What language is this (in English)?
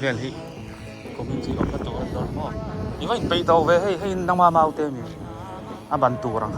Biete